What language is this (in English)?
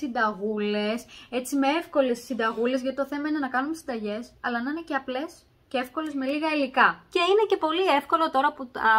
Greek